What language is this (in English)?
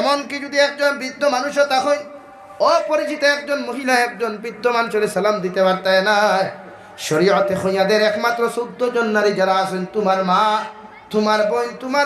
Sylheti